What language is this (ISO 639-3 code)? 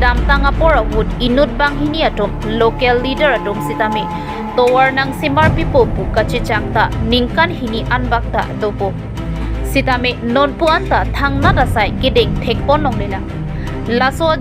mjw